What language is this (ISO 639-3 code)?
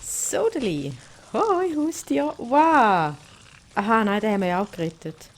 gsw